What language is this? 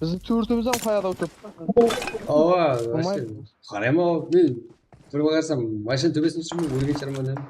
Kara-Kalpak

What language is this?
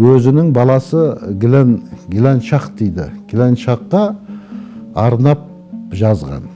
Kazakh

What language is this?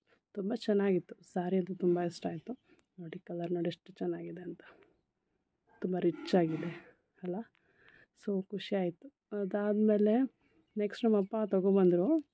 Kannada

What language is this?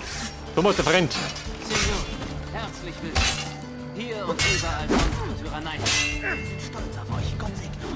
Bavarian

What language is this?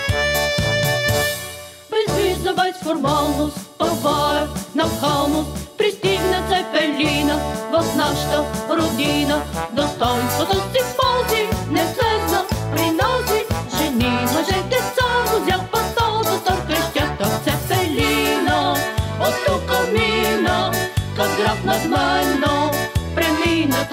Bulgarian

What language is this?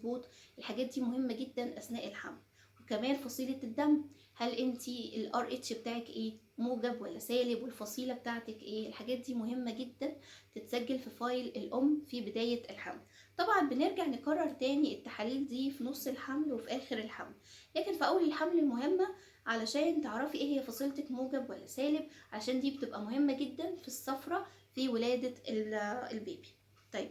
Egyptian Arabic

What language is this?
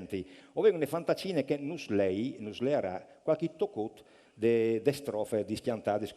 Friulian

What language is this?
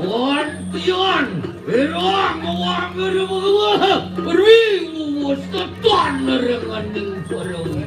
Balinese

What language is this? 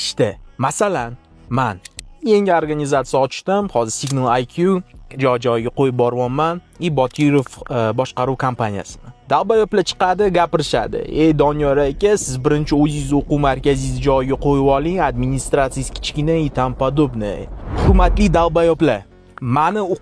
Uzbek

